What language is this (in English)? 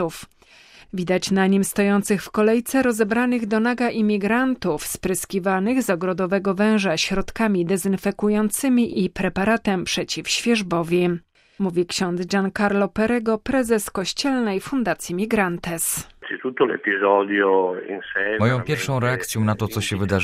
Polish